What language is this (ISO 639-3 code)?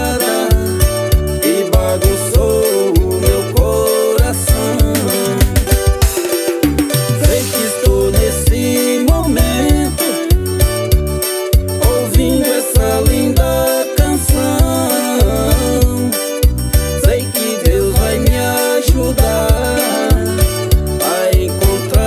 por